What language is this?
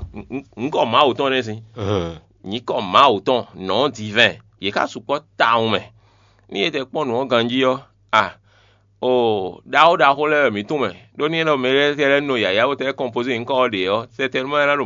Fon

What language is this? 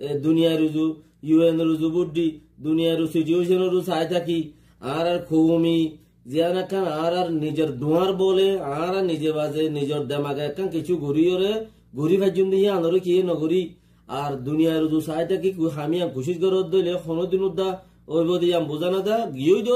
Rohingya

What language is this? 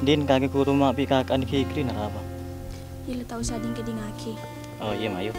Madurese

